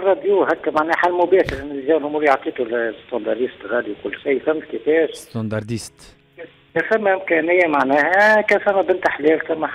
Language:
Tunisian Arabic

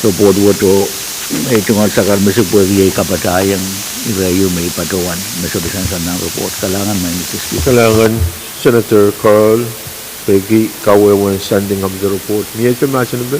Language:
Pohnpeian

